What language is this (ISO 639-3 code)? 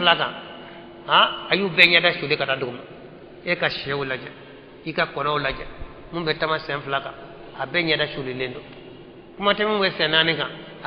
bam